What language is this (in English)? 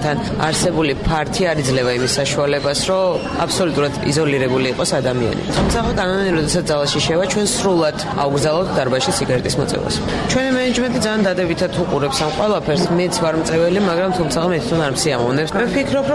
Georgian